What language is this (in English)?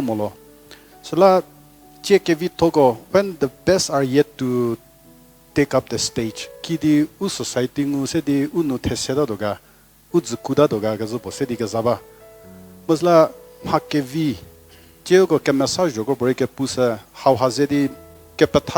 Angami Naga